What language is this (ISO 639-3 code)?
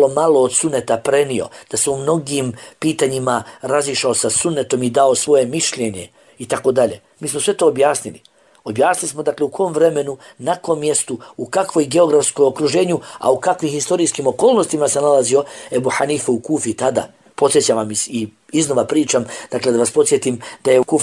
bos